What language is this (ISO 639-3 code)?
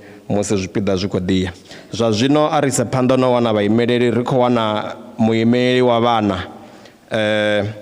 ven